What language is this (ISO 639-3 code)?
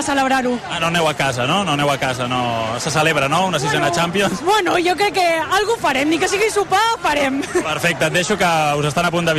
cat